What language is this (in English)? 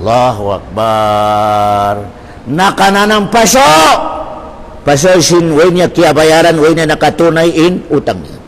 Tausug